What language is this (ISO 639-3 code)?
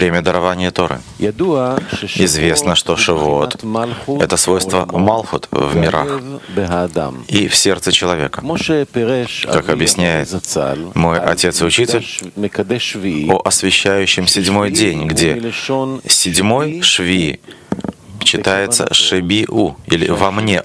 rus